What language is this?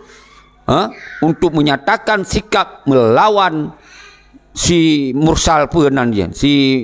Achinese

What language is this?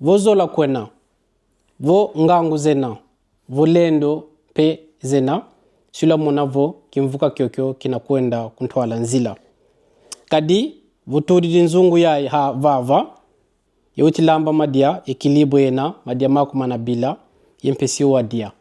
Kongo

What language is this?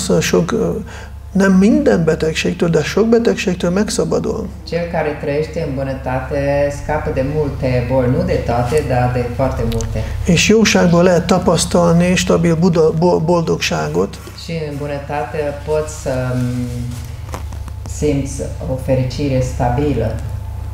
Hungarian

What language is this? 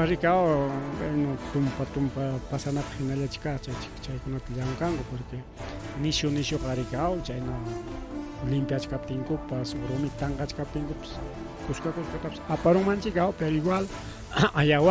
Ayacucho Quechua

